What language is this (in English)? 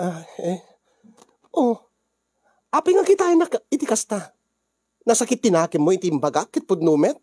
Iloko